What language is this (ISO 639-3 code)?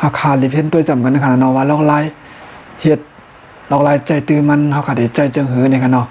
shn